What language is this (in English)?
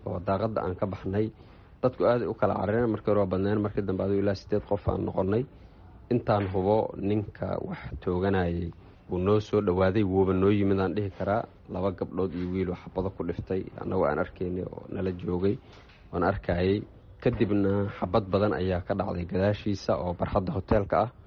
Somali